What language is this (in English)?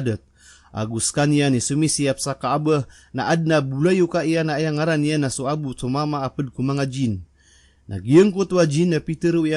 Maranao